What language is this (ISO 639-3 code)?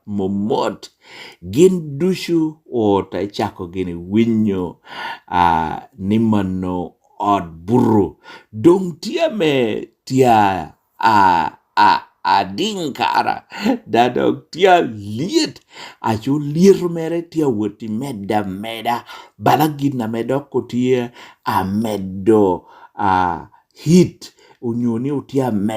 laj